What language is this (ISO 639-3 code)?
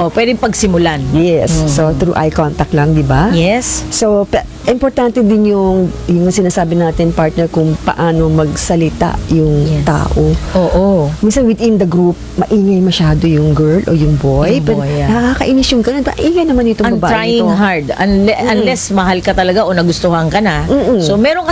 fil